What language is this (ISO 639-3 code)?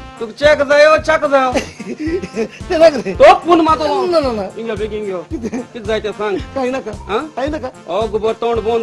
kok